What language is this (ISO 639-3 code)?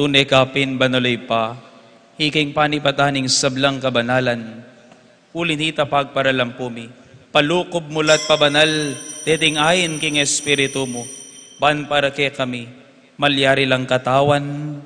pam